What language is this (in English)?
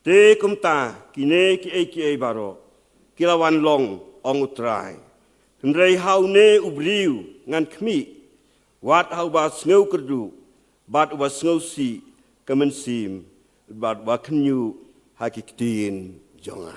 Khasi